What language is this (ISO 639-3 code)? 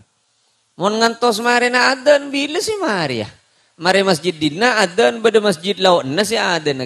mad